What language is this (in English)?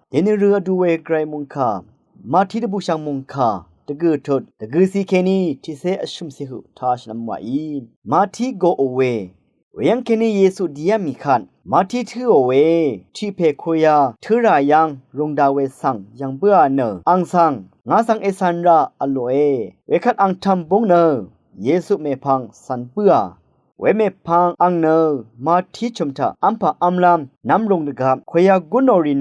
Rawang